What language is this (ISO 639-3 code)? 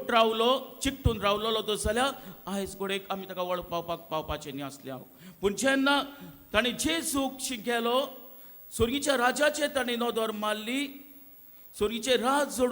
kok